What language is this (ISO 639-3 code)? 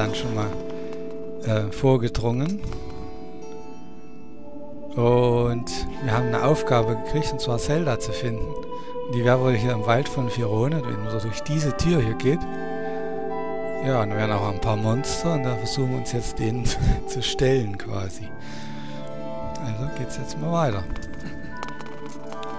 deu